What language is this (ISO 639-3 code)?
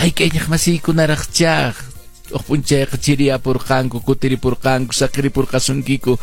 que